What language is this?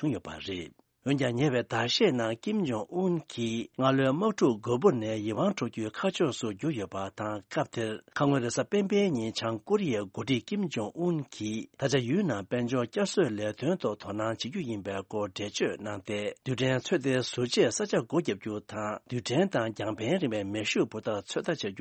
Tibetan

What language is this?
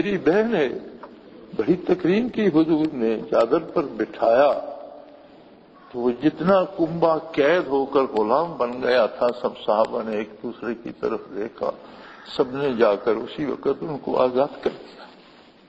Urdu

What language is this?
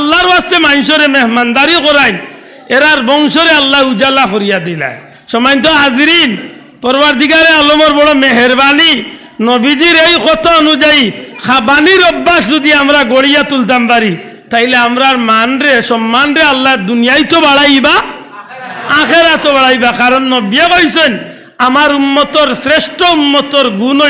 Sylheti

